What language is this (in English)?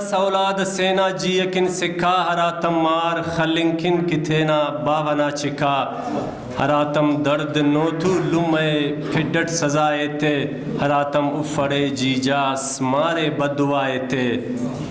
Brahui